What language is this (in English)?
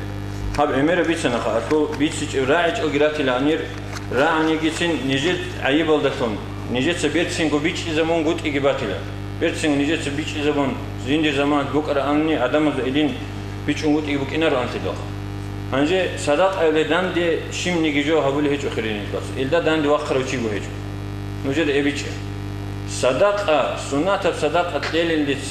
Avaric